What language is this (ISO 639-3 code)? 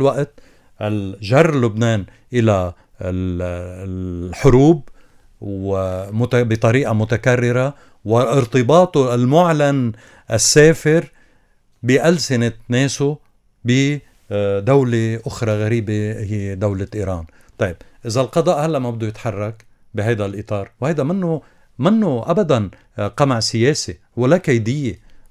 apc